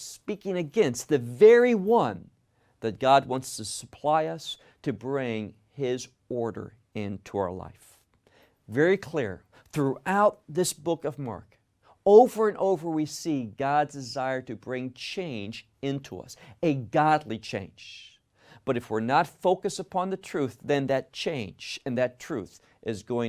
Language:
English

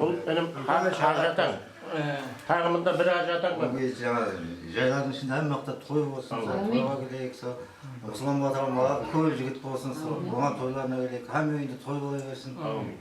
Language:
Kara-Kalpak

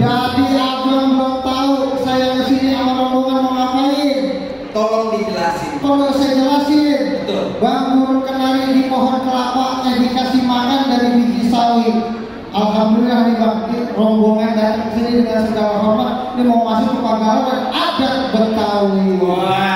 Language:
Betawi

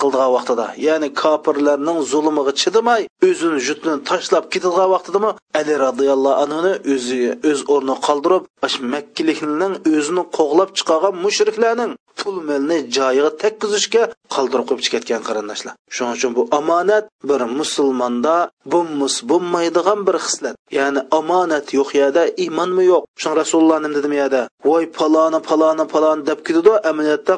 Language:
Uyghur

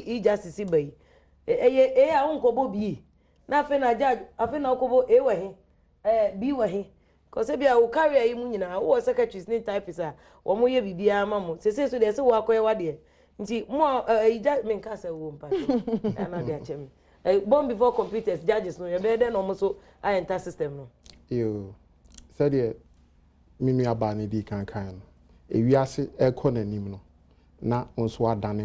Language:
Akan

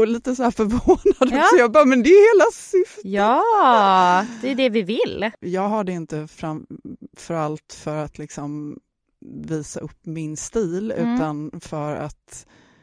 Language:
Swedish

